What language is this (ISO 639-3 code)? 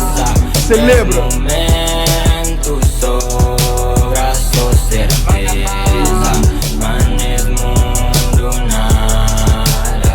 kea